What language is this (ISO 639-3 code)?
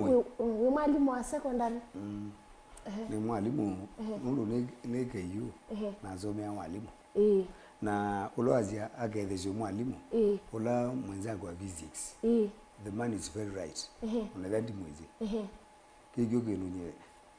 kam